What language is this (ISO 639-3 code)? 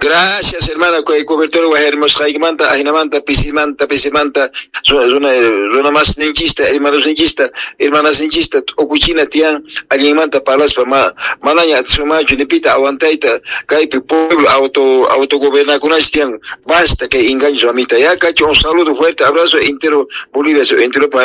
que